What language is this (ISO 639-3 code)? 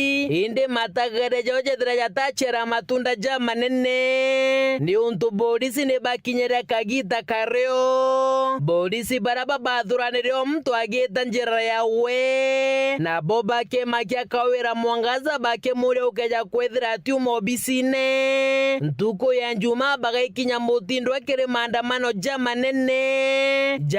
mer